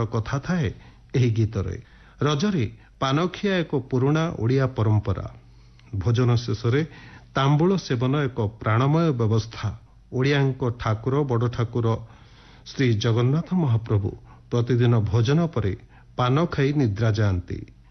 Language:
Odia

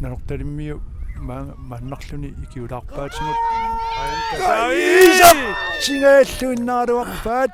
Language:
Kalaallisut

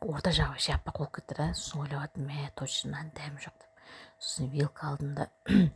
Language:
Kazakh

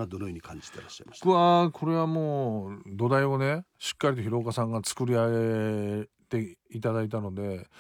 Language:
Japanese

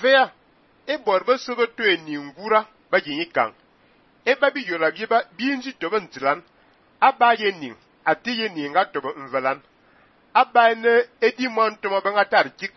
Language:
Fang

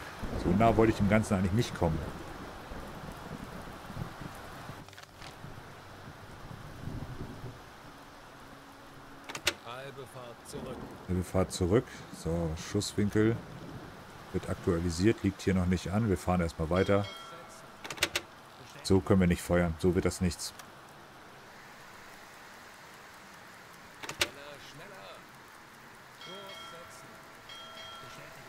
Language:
German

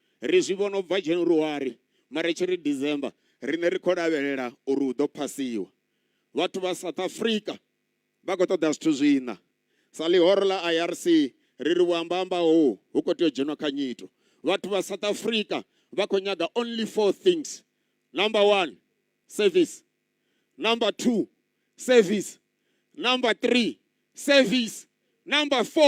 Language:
Venda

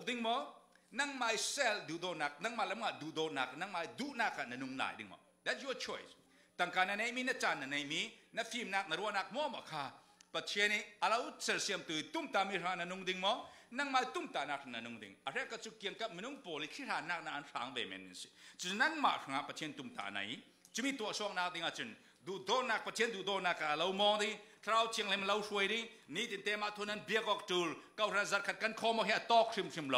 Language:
Falam Chin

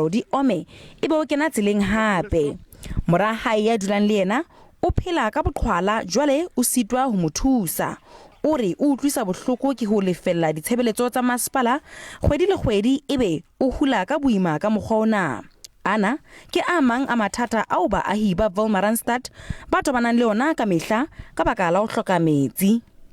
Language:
Southern Sotho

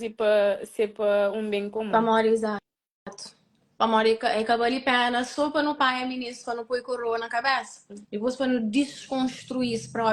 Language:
Kabuverdianu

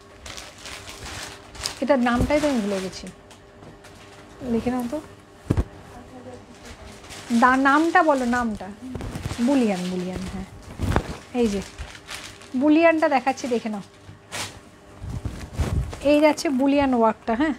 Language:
Bangla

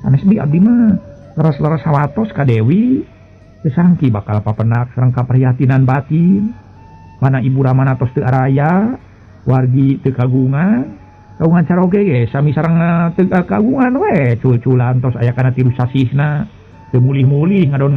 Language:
Sundanese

